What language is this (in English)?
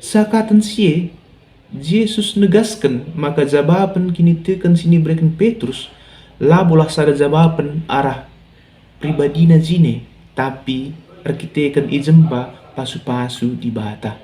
Batak Karo